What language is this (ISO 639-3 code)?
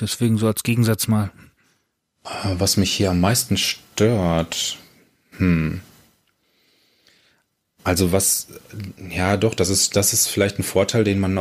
deu